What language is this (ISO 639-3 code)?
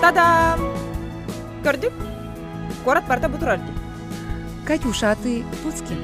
sah